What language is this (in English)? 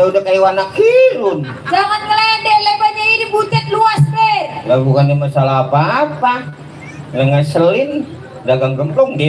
Betawi